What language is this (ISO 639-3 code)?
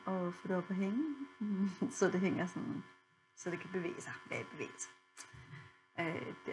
dan